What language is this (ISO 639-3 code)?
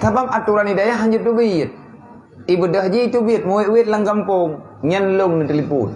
ace